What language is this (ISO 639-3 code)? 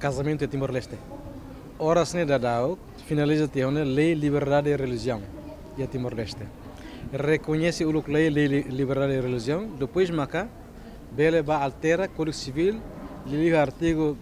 tet